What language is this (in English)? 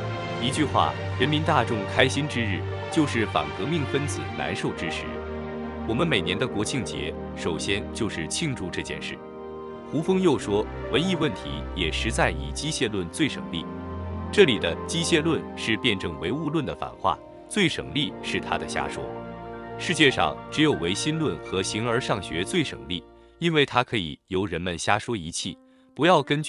Chinese